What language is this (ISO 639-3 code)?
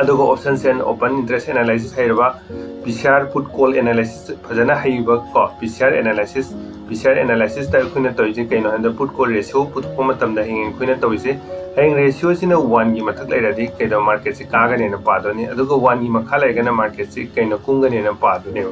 mni